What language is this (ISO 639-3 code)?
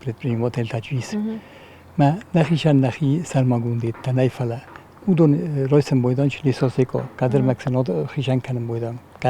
oss